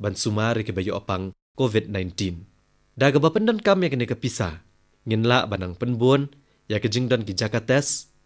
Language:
Khasi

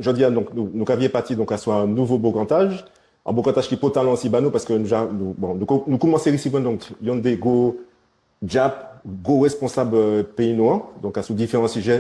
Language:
Guadeloupean Creole French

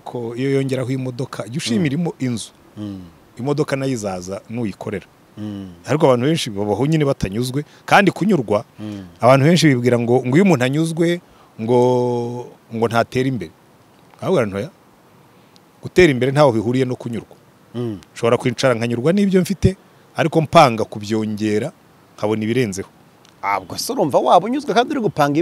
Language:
Kinyarwanda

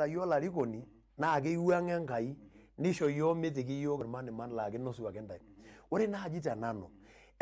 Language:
Masai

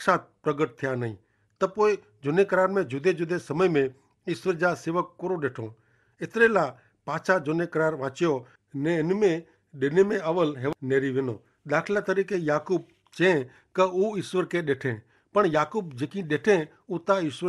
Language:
Kachhi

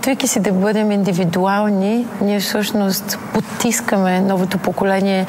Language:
Bulgarian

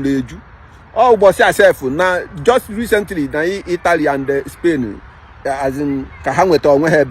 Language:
Igbo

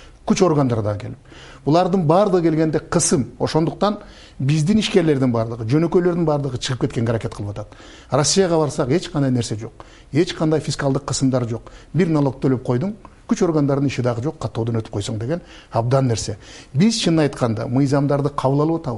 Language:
Kyrgyz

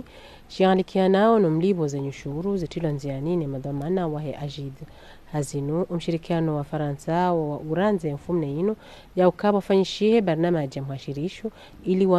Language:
Ngazidja Comorian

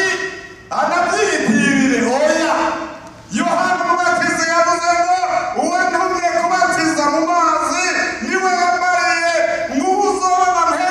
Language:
Rundi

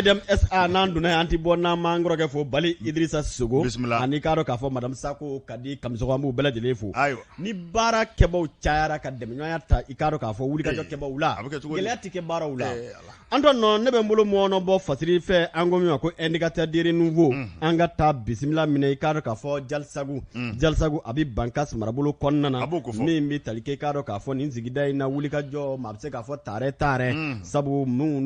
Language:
Bambara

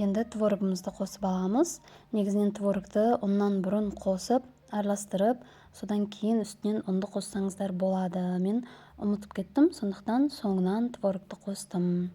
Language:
Kazakh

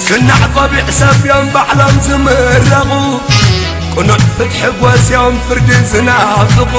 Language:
Tigrinya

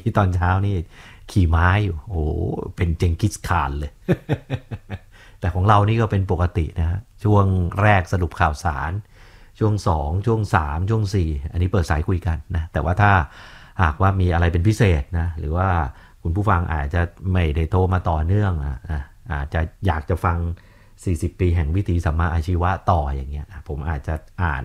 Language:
Thai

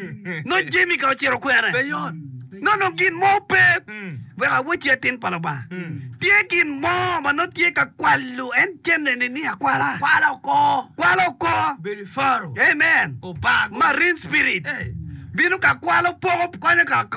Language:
Acoli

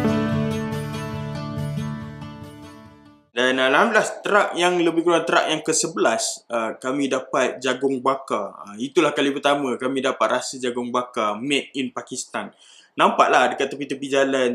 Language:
Malay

